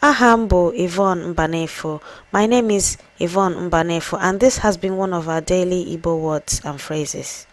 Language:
Igbo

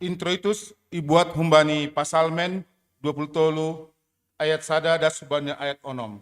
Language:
Batak Simalungun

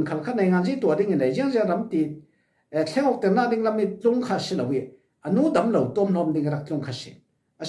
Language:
Falam Chin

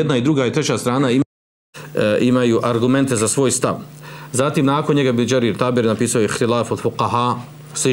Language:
Bosnian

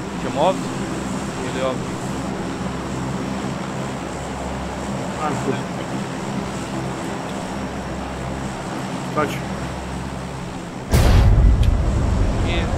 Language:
Croatian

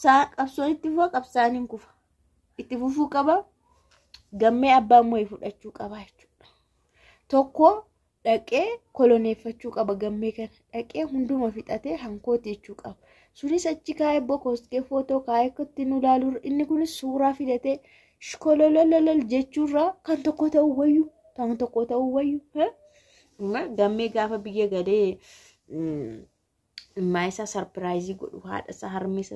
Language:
Oromo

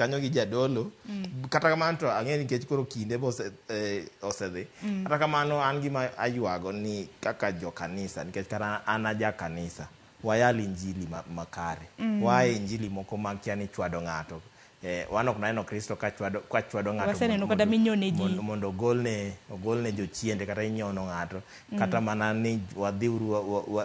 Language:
Luo (Kenya and Tanzania)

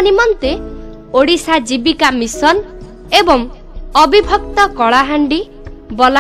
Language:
Odia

